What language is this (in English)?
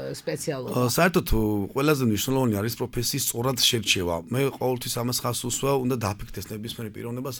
Georgian